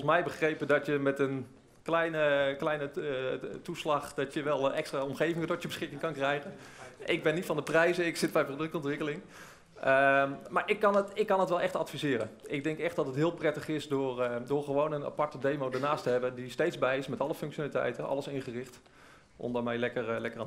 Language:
Dutch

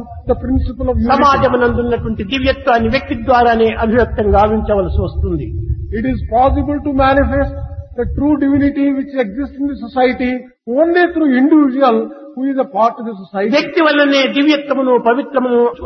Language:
Telugu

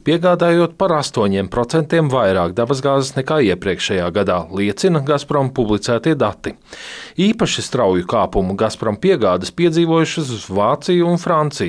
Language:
Latvian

